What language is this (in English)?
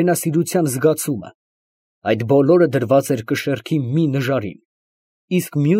Armenian